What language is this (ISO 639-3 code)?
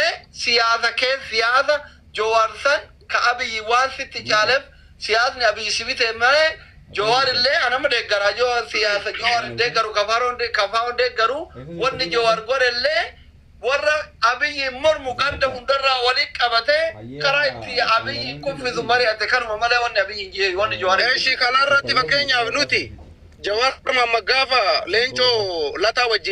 orm